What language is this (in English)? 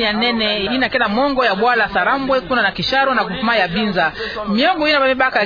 Kituba (Democratic Republic of Congo)